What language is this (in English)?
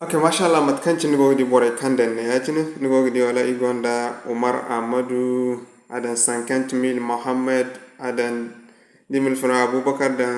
Zarma